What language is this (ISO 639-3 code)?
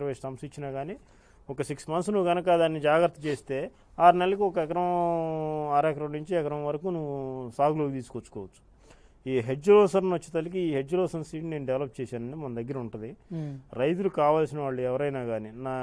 tel